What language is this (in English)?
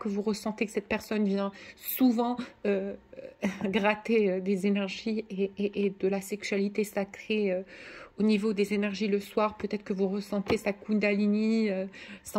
French